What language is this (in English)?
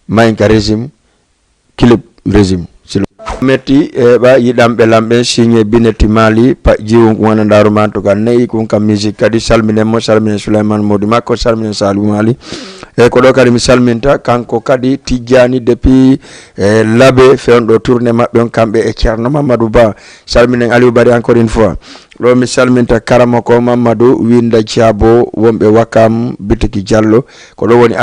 Fula